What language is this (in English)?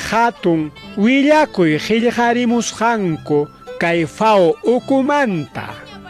Ayacucho Quechua